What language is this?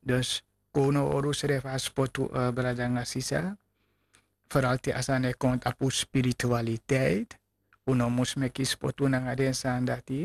Sranan Tongo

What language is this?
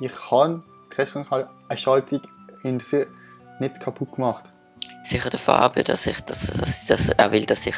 Swiss German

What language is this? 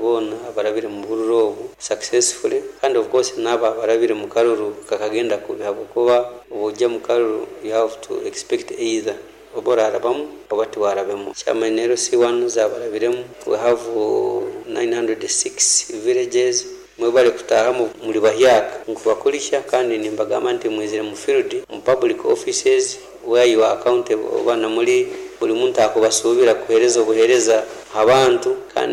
Nyoro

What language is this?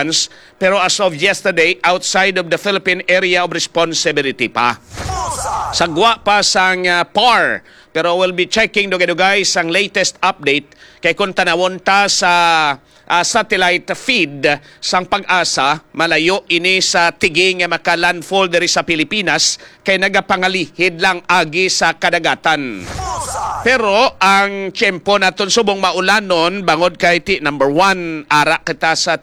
Hiligaynon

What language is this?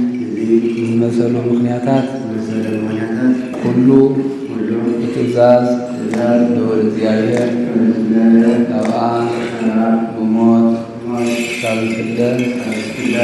Tigrinya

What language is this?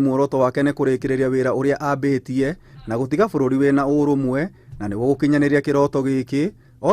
Kikuyu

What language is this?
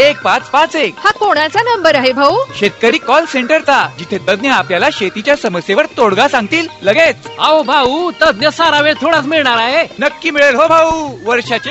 Marathi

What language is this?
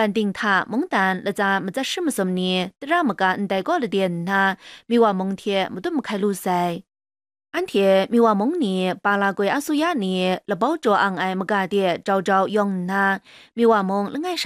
Kachin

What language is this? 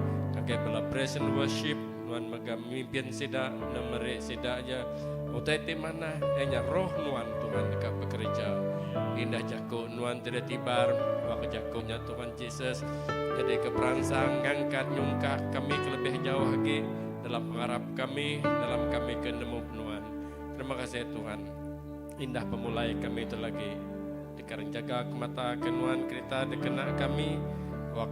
Iban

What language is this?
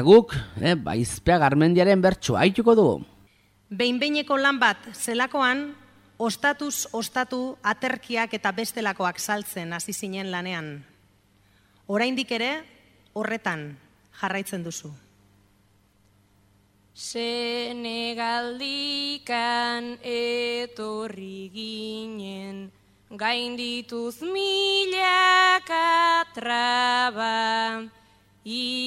Basque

